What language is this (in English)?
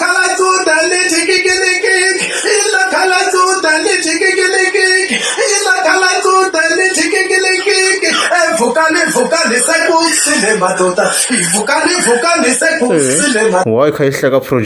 Tsonga